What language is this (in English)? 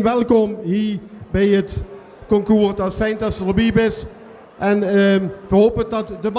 Limburgish